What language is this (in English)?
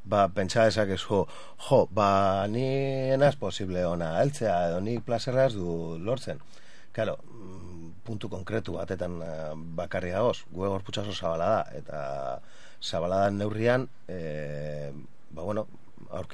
Basque